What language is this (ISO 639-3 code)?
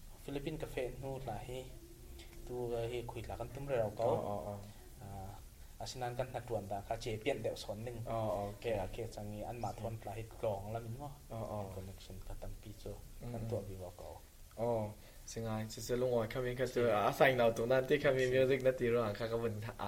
cfm